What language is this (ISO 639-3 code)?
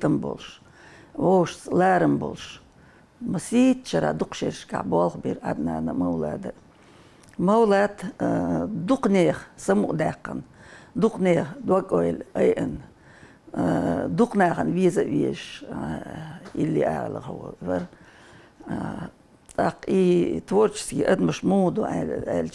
che